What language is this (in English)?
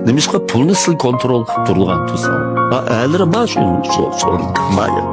Uyghur